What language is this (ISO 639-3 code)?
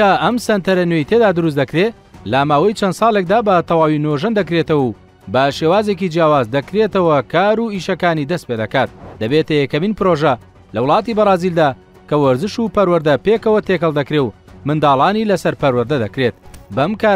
ckb